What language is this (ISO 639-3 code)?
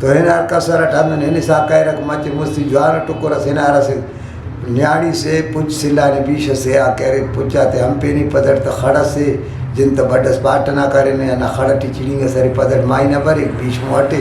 brh